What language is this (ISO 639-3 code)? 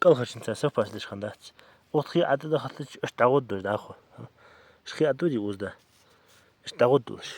inh